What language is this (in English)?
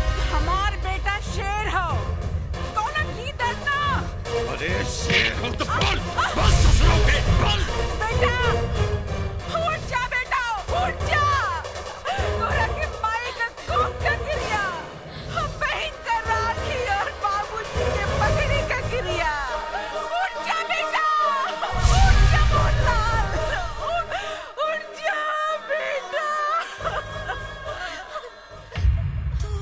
Bhojpuri